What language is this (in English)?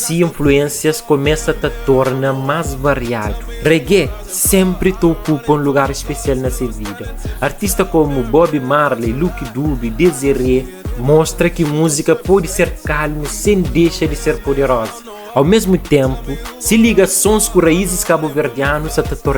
Kabuverdianu